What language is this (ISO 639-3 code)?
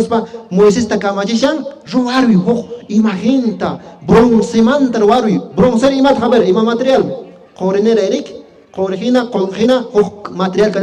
que